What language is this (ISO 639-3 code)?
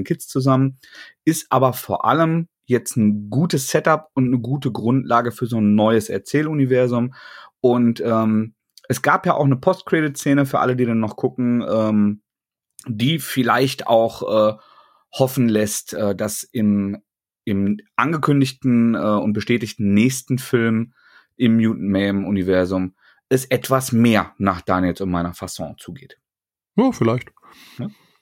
deu